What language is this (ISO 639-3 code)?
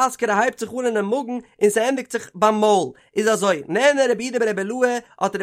yid